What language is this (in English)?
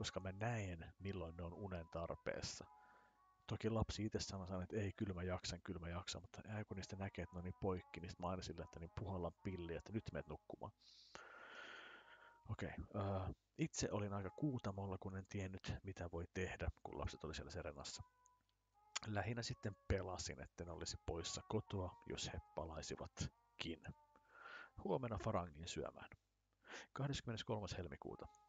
Finnish